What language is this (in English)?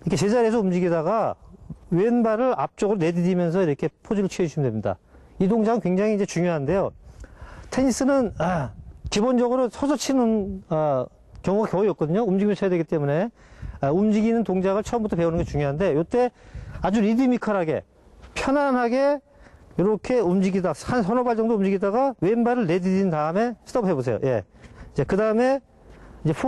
Korean